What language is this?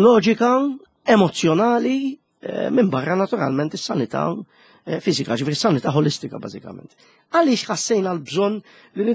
Maltese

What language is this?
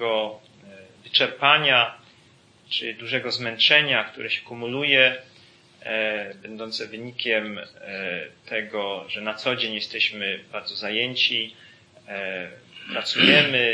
Polish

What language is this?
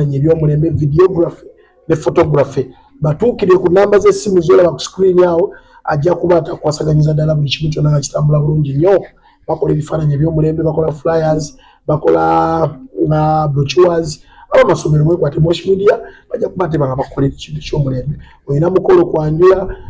Ganda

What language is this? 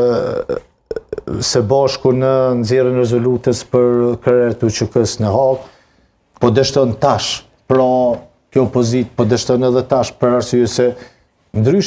Albanian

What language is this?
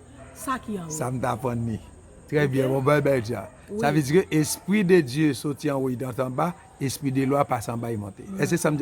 Haitian Creole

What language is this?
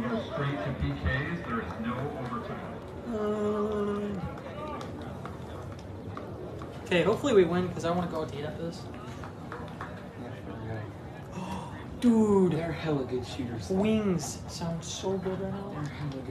English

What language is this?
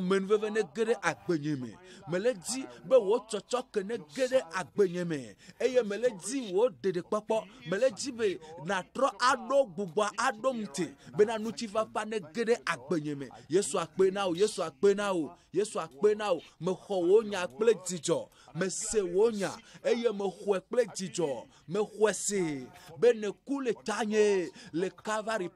Ewe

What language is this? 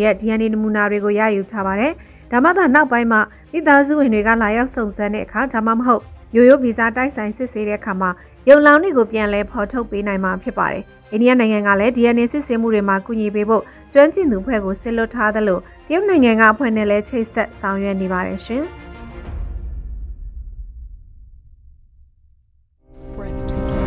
Burmese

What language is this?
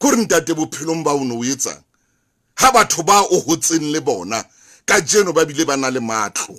Southern Sotho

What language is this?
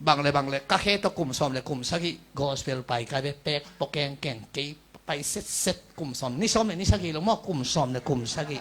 Tedim Chin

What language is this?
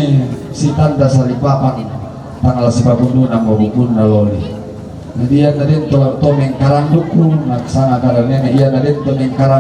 Toraja-Sa'dan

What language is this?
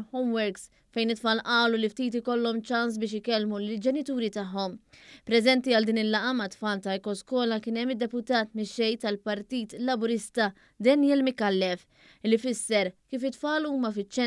Maltese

